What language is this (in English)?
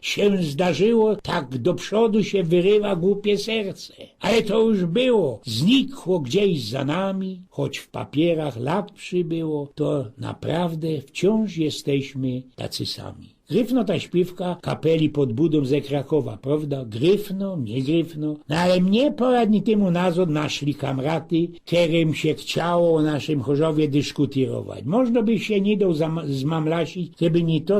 Silesian